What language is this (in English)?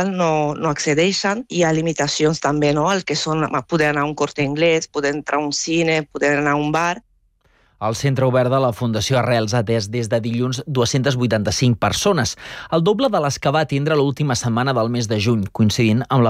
Catalan